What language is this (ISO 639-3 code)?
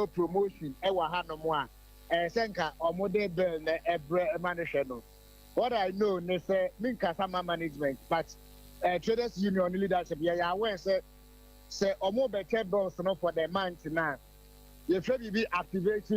aka